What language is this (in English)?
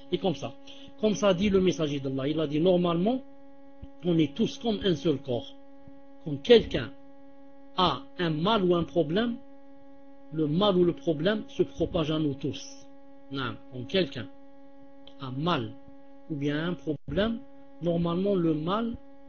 French